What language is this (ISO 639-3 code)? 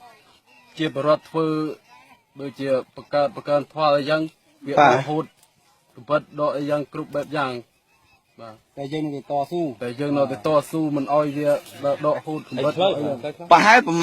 khm